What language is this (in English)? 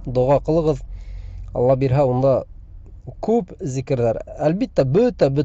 Bashkir